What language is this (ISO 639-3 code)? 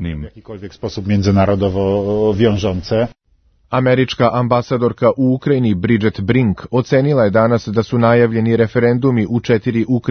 srp